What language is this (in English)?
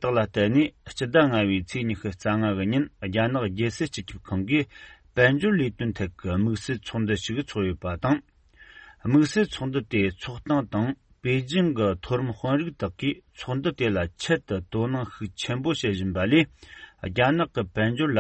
Tibetan